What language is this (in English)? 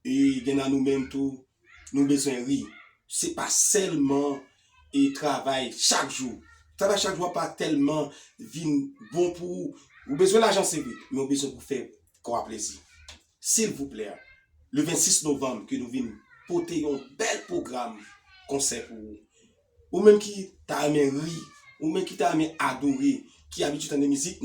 Haitian Creole